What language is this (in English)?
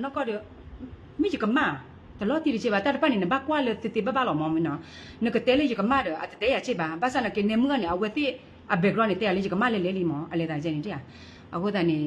S'gaw Karen